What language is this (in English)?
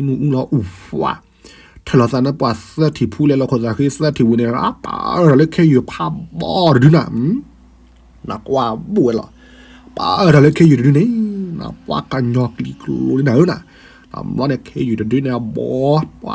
S'gaw Karen